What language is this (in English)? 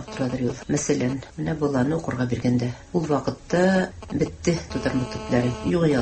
Tatar